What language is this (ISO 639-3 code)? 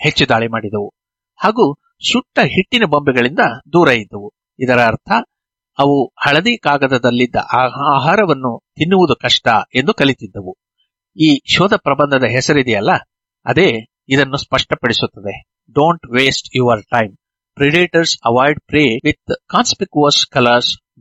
kan